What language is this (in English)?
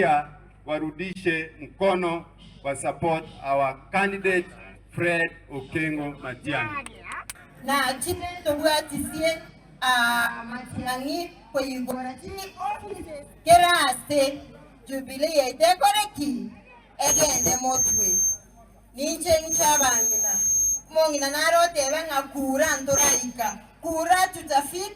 Gusii